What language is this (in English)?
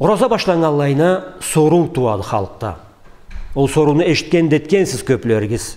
Karachay-Balkar